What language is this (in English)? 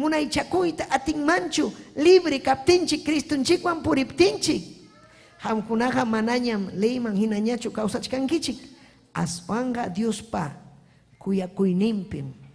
Ayacucho Quechua